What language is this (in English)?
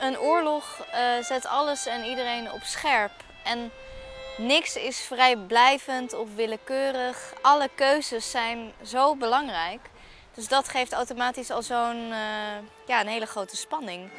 Western Frisian